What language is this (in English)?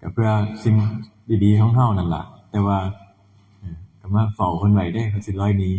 Northeastern Thai